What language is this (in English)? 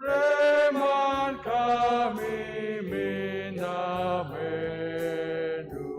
Batak Karo